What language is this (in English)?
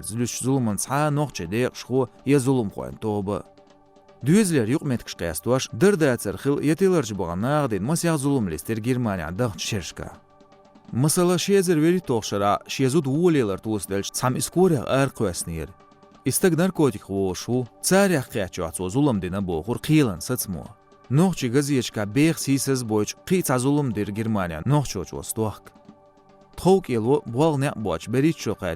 Chechen